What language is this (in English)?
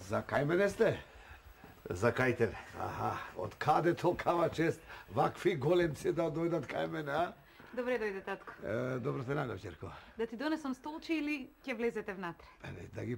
Macedonian